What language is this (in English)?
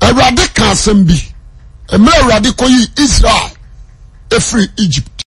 Akan